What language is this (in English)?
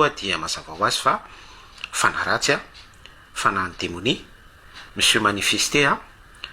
Malagasy